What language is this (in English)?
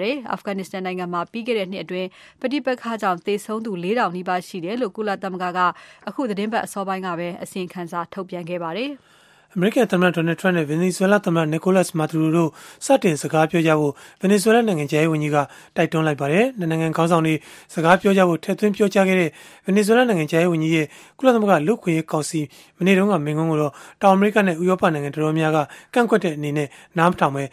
Burmese